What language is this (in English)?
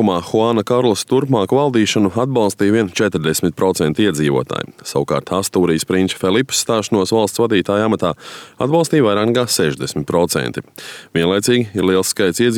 Latvian